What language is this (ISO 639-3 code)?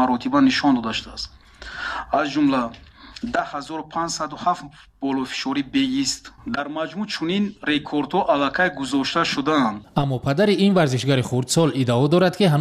tgk